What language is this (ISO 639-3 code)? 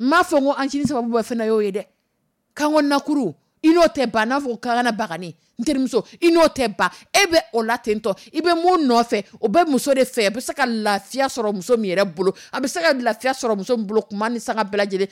dyu